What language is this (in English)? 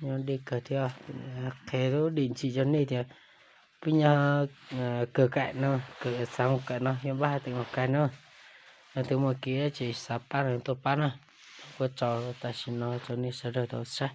Hmong